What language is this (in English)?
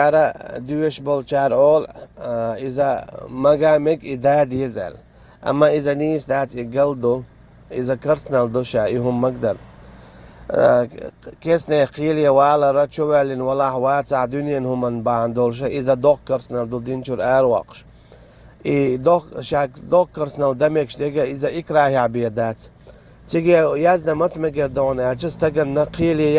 Chechen